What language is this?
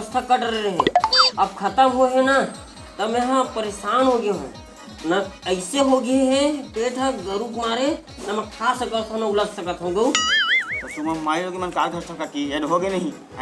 Chhattisgarhi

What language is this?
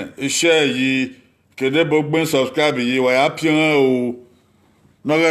Bini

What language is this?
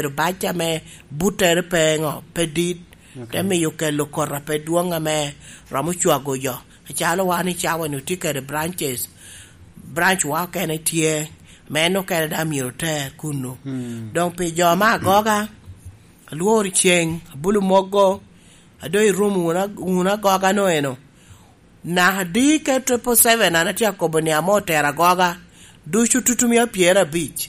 Lango (Uganda)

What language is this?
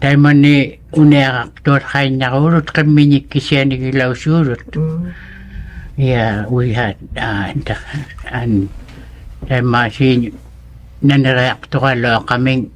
Inuktitut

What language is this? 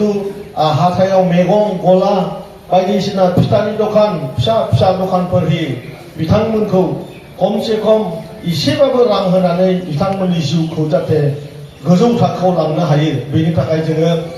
Bodo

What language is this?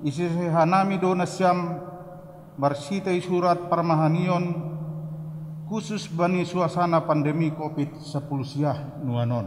Batak Simalungun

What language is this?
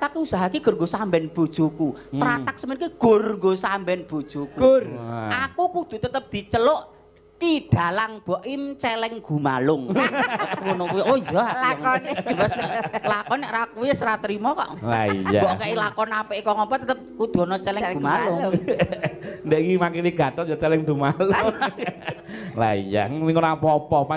Javanese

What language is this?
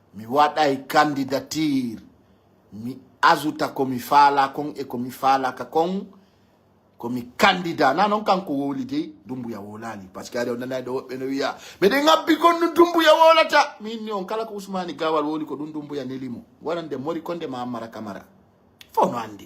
Pular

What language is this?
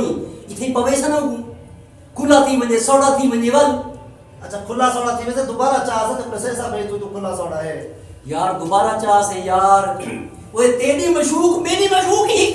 Saraiki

